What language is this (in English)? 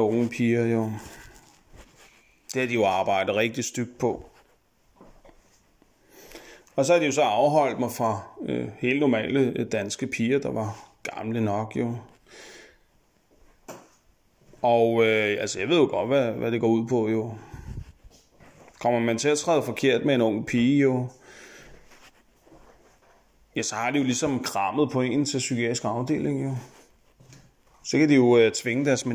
Danish